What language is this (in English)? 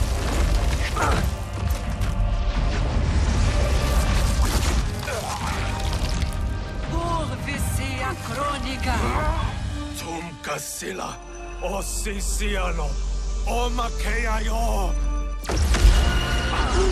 Portuguese